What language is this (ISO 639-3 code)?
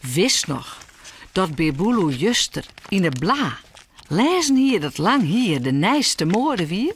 fry